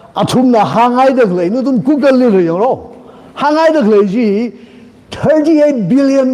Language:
Tangkhul Naga (India)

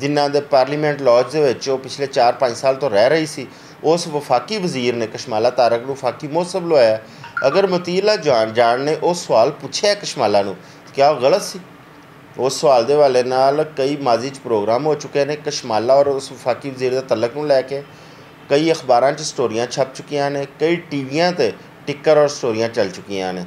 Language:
Western Panjabi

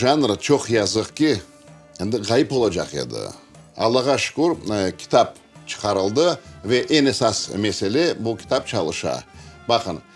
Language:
Crimean Tatar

